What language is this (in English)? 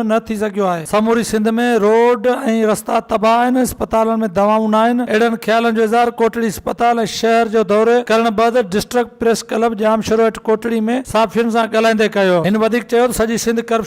Sindhi